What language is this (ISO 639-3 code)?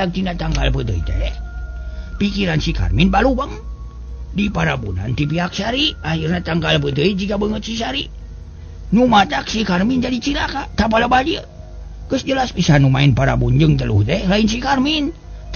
sun